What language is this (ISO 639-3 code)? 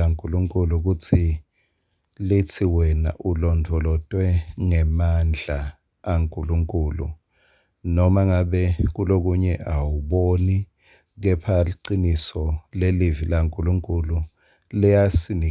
ssw